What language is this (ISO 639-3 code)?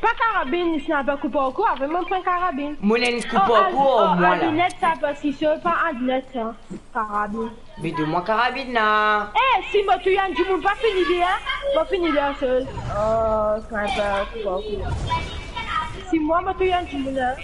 mfe